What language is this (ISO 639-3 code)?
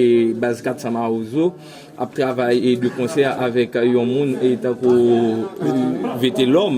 hat